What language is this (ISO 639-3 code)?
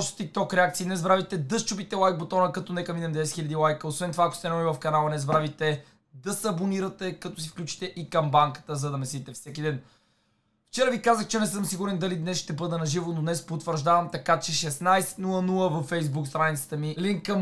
bul